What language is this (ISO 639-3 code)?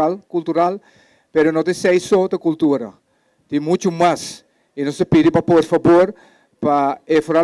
pap